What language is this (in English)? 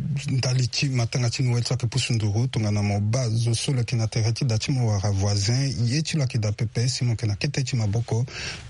Sango